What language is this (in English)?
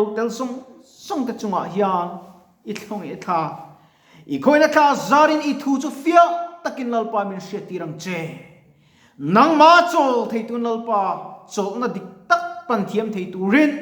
Mizo